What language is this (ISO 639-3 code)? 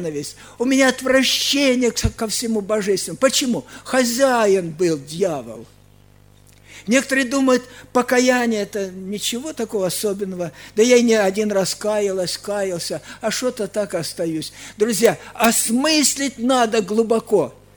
rus